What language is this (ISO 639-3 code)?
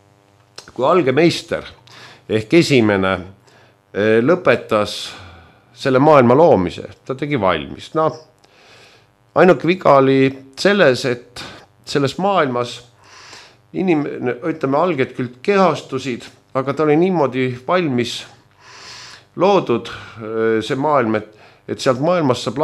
est